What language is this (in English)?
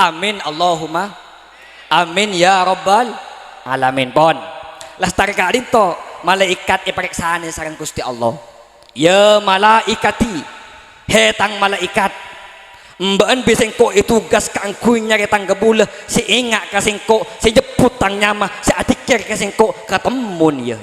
Madurese